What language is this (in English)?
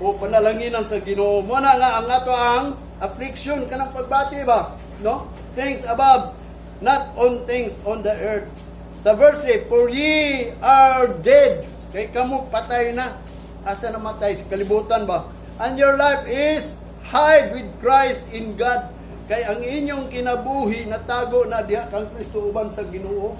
Cebuano